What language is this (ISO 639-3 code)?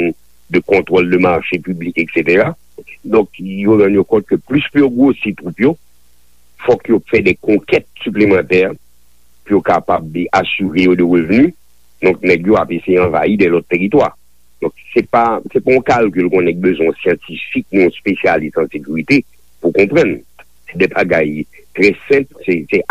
hat